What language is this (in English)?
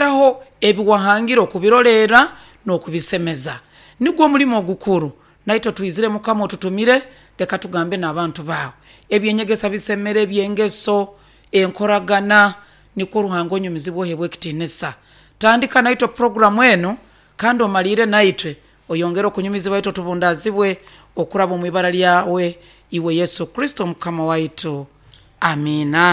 Nyoro